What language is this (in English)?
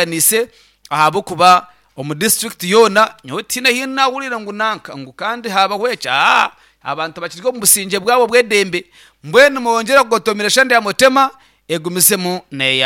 Nyankole